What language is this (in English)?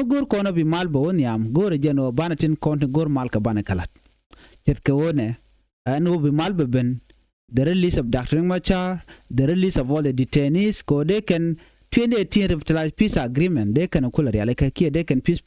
Nuer